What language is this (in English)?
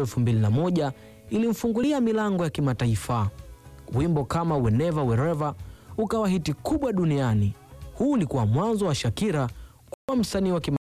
Swahili